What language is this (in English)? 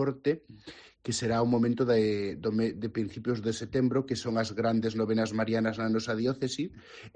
Galician